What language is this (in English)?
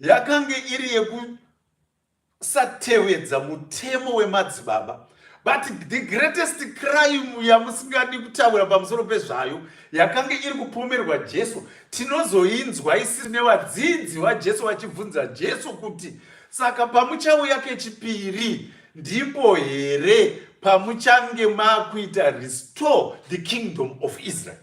Shona